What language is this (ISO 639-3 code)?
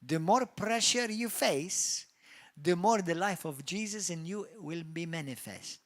eng